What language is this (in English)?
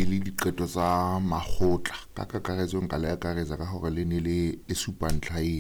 Southern Sotho